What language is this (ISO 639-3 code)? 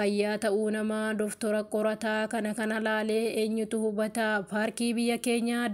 orm